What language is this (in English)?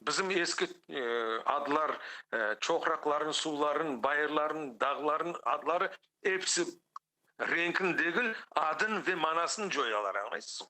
Crimean Tatar